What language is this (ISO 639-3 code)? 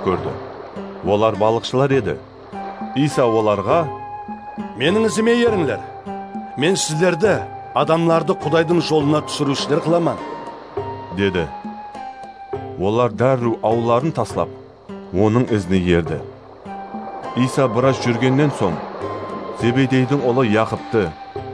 kaa